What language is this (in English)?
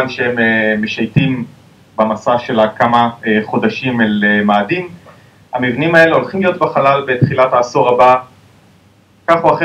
Hebrew